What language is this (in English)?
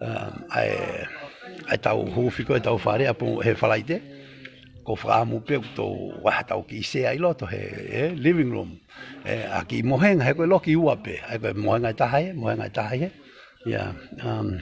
Tongan